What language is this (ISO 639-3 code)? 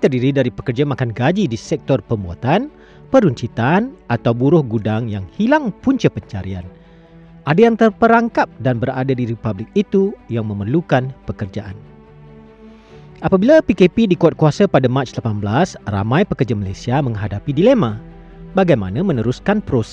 msa